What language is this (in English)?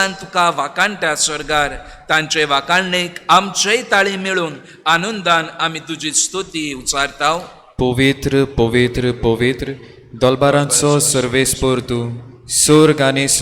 Konkani